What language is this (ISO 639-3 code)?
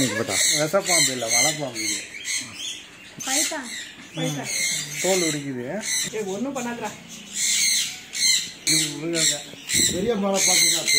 tam